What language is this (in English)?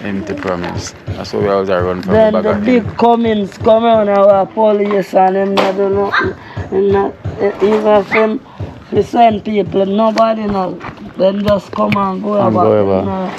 Jamaican Creole English